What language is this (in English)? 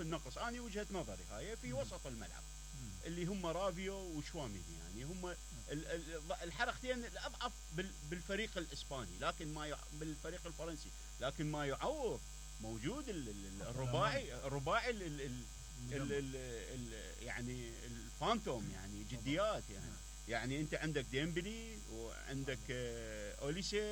Mesopotamian Arabic